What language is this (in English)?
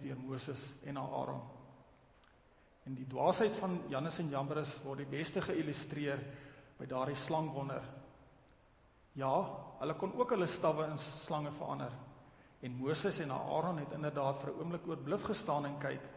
Afrikaans